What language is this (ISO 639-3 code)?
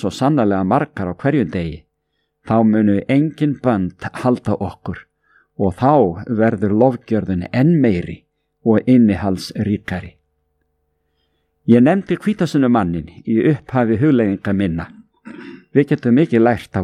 isl